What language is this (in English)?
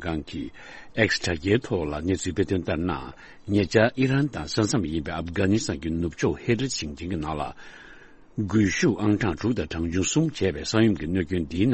Tibetan